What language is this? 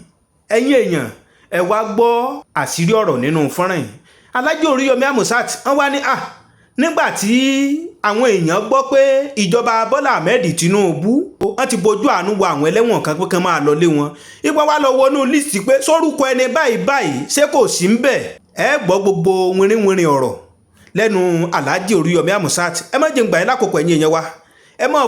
Yoruba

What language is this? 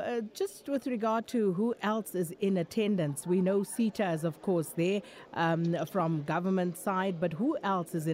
English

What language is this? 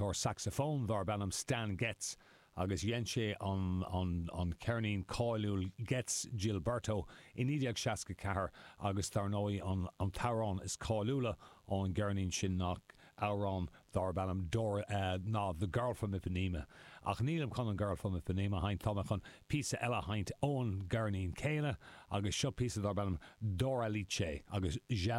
Irish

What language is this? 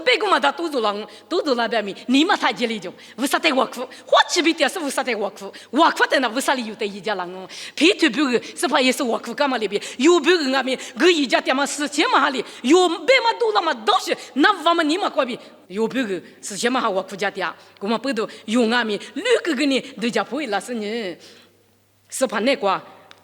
Lisu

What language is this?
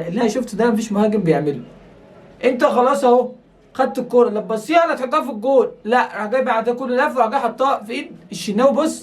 Egyptian Arabic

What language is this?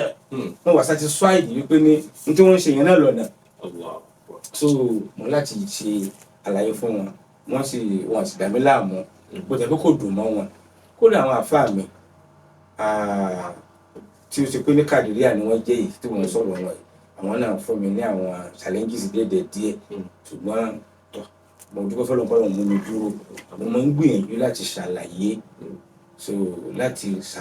Yoruba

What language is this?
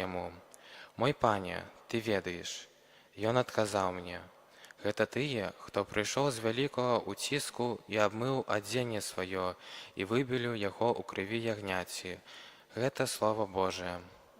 Belarusian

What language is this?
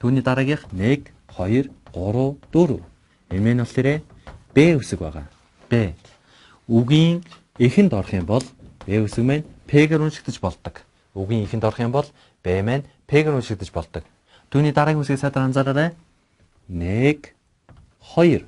Mongolian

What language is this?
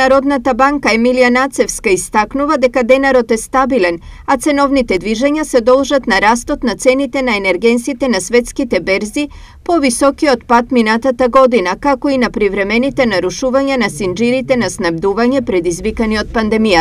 Macedonian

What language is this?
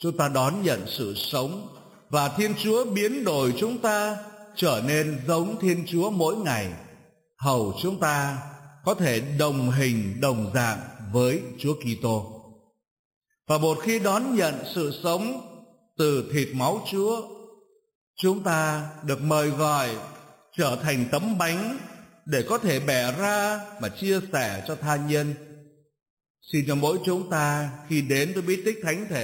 Vietnamese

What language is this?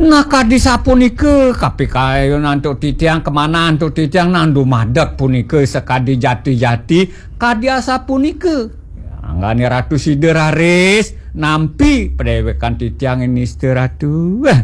Balinese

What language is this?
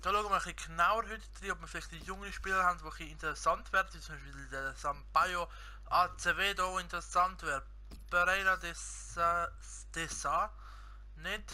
Swiss German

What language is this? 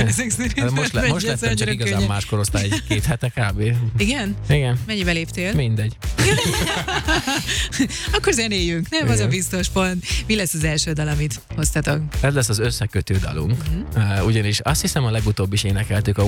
Hungarian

